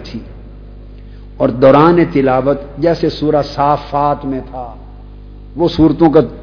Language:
Urdu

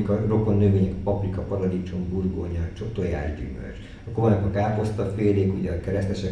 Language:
Hungarian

